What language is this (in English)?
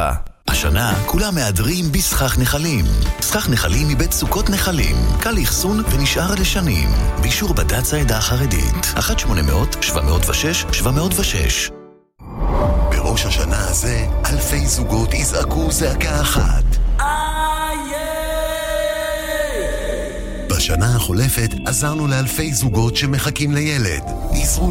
Hebrew